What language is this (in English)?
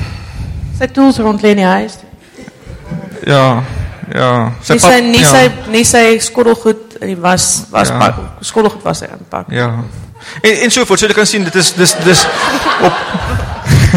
Afrikaans